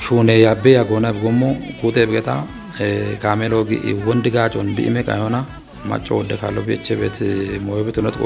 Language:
Kafa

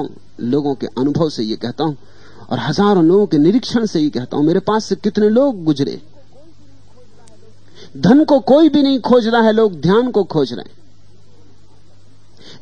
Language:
Hindi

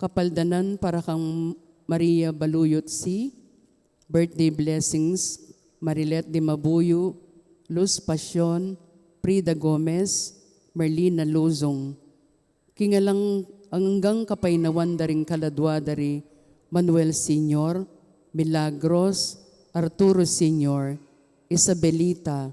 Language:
Pampanga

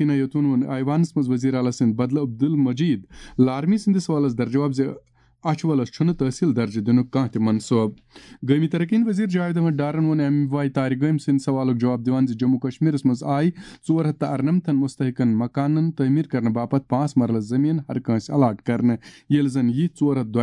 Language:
Kashmiri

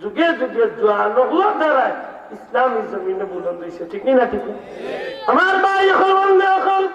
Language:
Sylheti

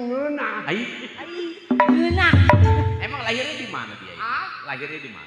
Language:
Betawi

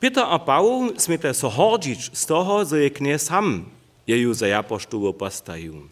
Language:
Upper Sorbian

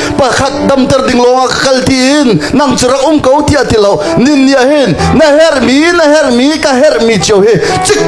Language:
Hakha Chin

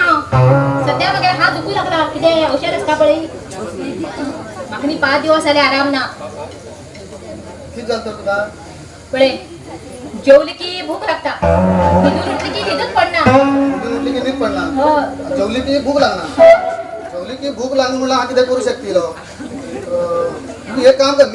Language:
Konkani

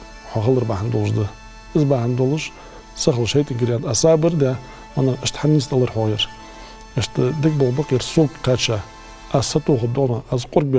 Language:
Ingush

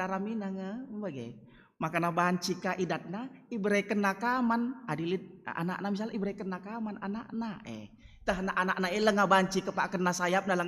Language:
Batak Karo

